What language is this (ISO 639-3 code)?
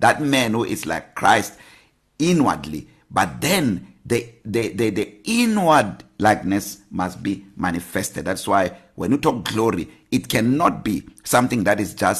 eng